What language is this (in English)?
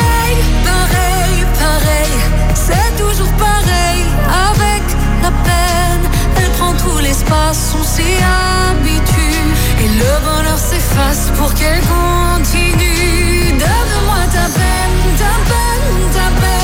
French